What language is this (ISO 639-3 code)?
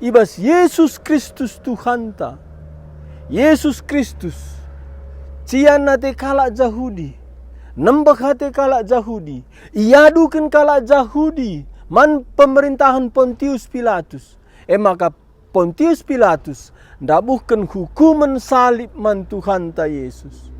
btx